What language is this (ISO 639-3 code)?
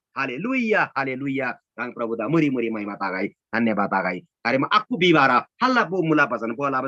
taj